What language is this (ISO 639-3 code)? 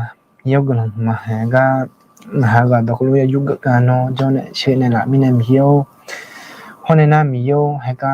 ahk